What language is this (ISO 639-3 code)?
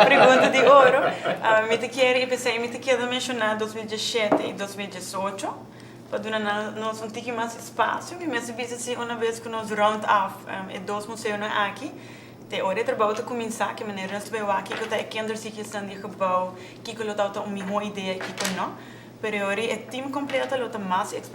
pap